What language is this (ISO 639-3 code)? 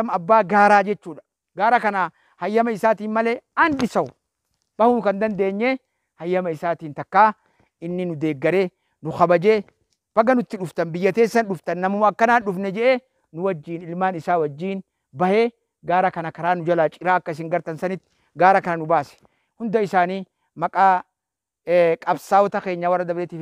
orm